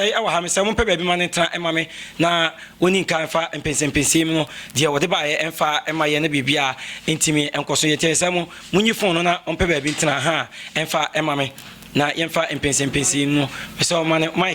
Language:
Akan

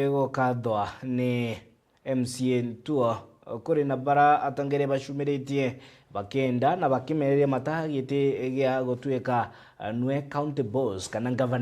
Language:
Meru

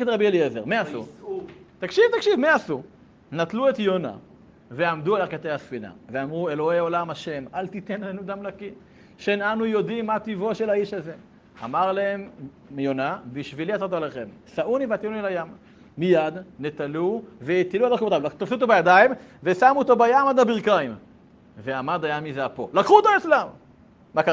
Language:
Hebrew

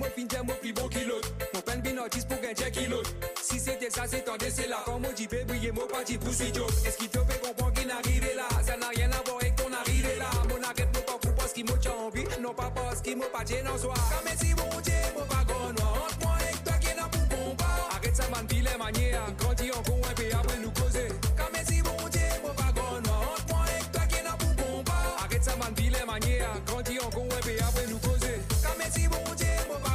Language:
Morisyen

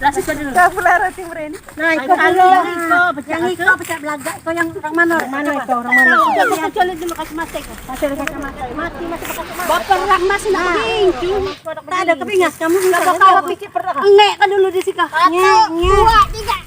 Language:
Musi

